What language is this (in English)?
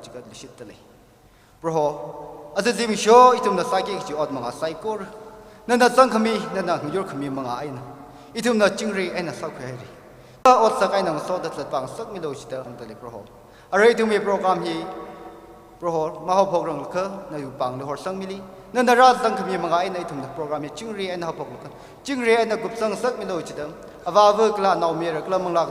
Tangkhul Naga (India)